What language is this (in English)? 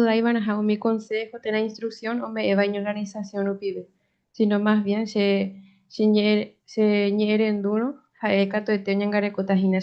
Guarani